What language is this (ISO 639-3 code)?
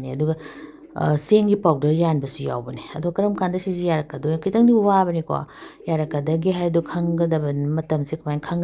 mni